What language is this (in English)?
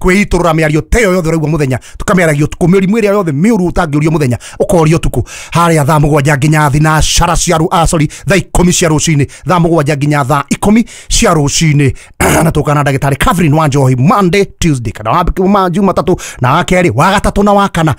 Kikuyu